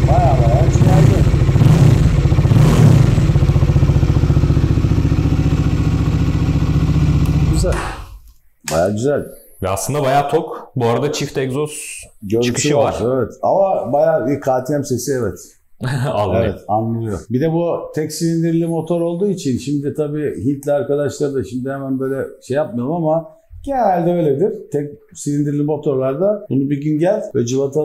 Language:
Turkish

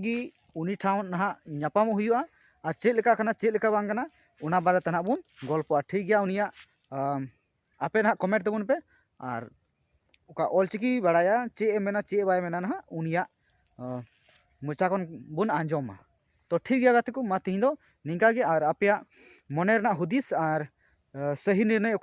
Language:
Santali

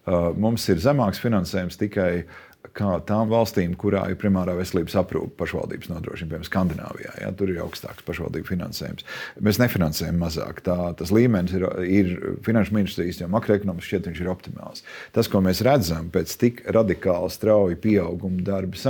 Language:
Latvian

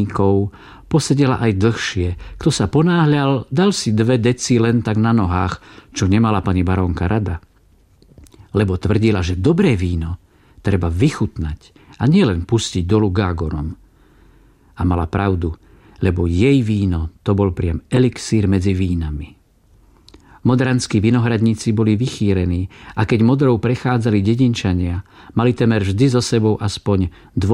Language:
Slovak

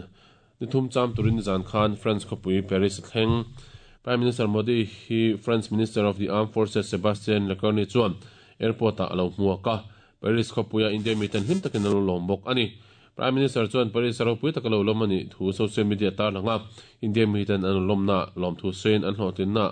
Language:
Mizo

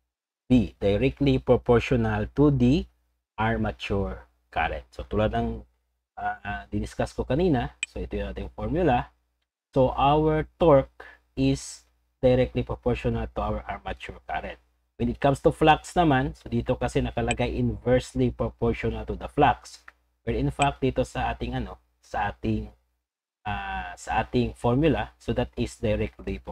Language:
Filipino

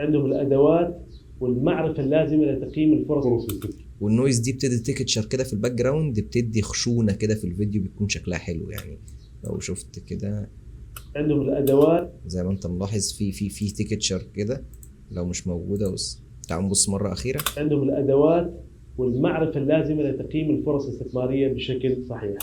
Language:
Egyptian Arabic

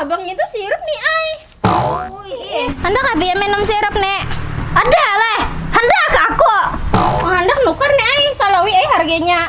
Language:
Banjar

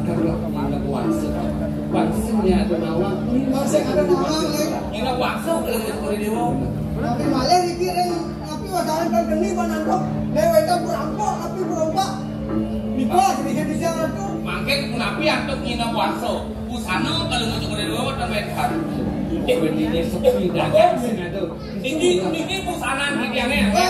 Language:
Balinese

